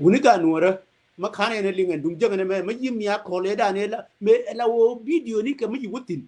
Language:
Nuer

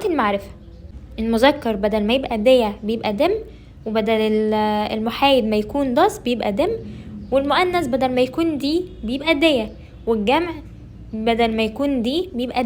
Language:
Egyptian Arabic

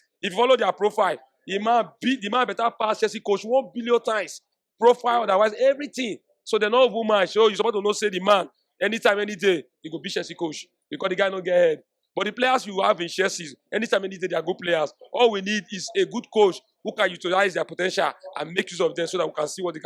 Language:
Nigerian Pidgin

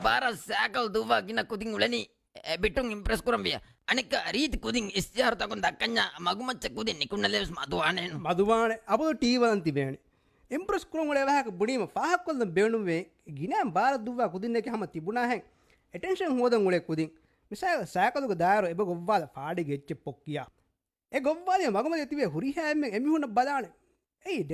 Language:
Divehi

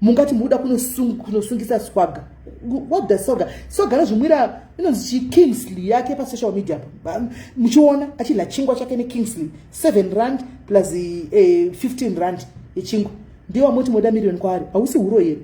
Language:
Shona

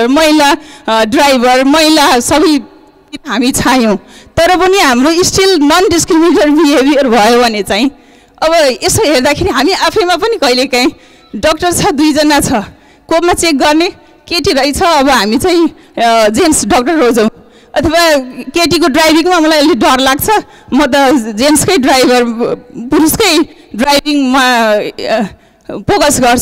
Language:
Nepali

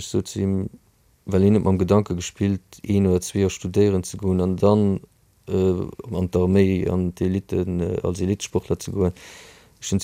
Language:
Luxembourgish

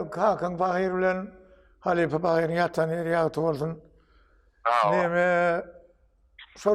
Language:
Turkmen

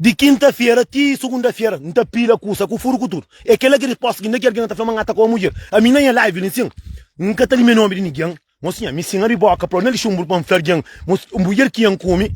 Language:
Kabuverdianu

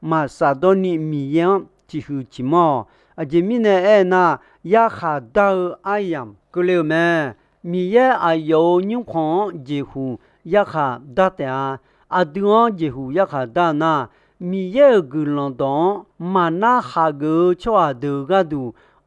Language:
Akha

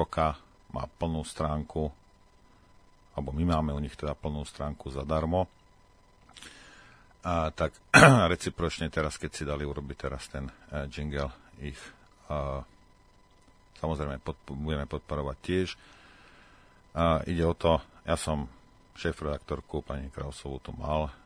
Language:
Slovak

